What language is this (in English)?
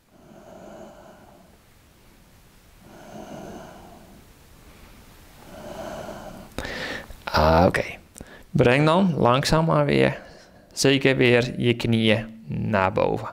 Dutch